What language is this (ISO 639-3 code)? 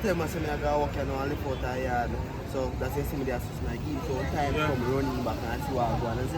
jam